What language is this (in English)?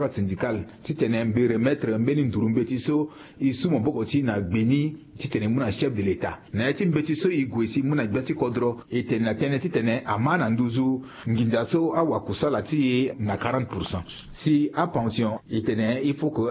Sango